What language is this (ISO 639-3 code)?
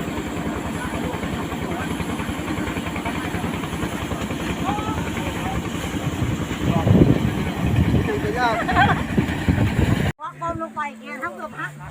lao